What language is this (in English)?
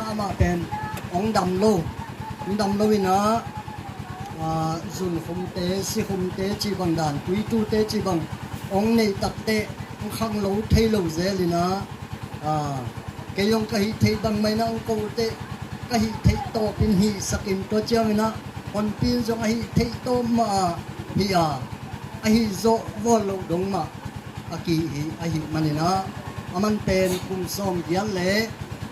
Tedim Chin